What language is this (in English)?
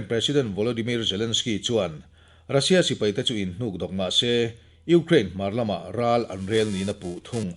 Mizo